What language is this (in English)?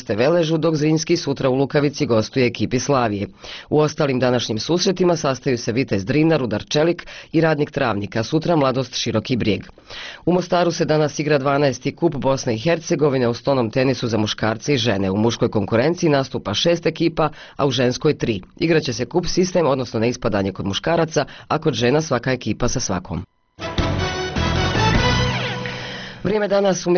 Bosnian